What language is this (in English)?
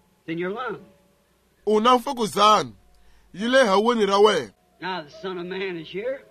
Tsonga